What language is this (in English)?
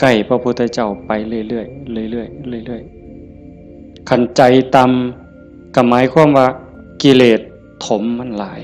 Northeastern Thai